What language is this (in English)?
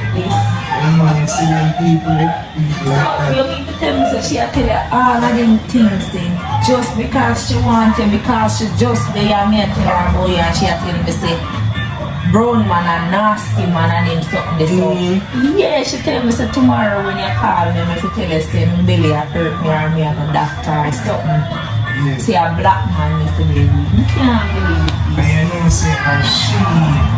Jamaican Creole English